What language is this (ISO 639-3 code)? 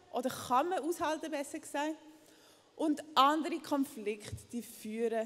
gsw